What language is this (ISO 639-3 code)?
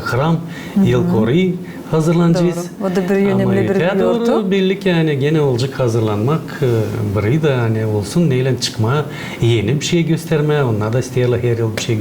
gag